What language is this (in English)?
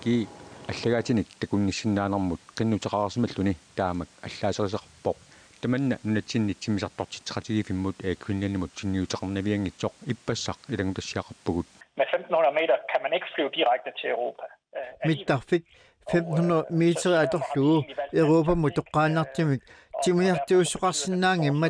Kalaallisut